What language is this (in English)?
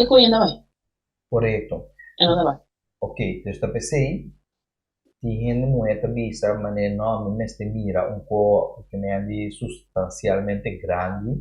Papiamento